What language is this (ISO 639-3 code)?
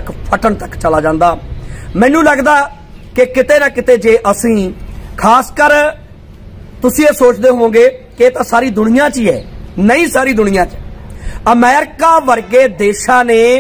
pan